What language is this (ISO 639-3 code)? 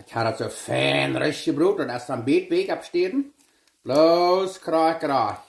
pdt